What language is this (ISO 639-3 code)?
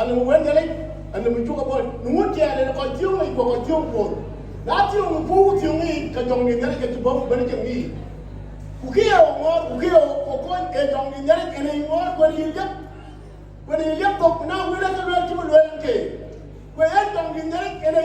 din